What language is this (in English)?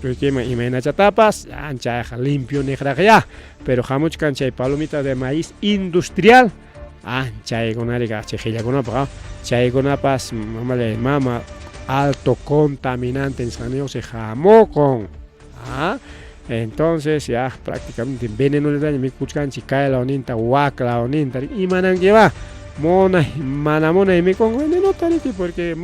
Ayacucho Quechua